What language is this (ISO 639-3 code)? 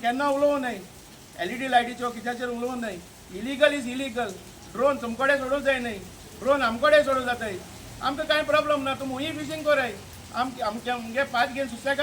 kok